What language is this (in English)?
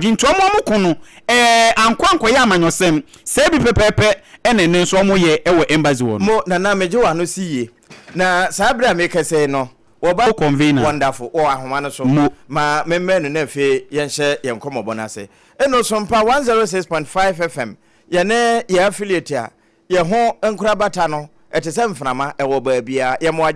Akan